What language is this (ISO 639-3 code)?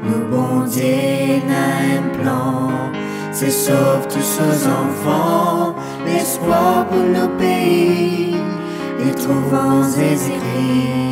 mfe